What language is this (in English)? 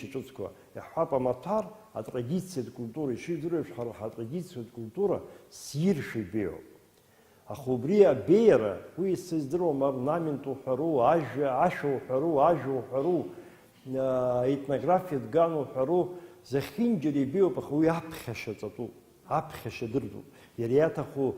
Abkhazian